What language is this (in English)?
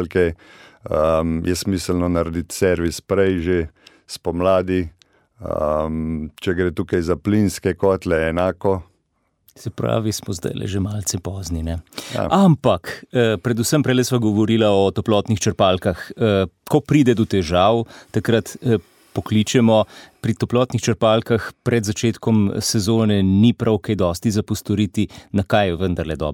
Slovenian